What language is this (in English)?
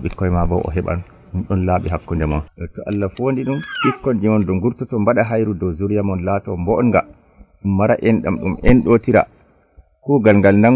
Nigerian Fulfulde